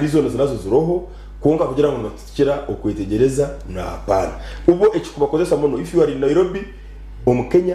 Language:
Nyankole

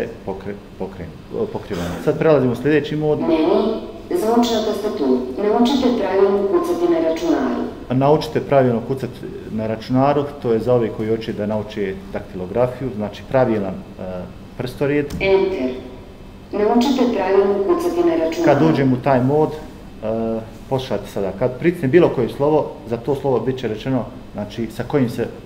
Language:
Bosnian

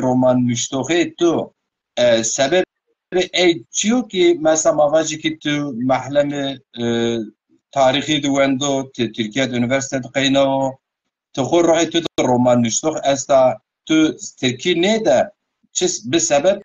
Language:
Zaza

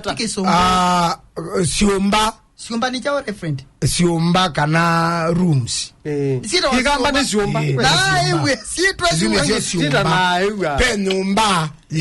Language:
Kamba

